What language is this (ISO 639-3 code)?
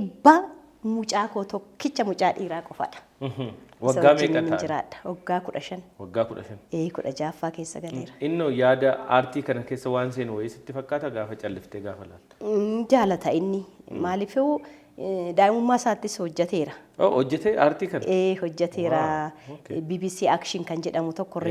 orm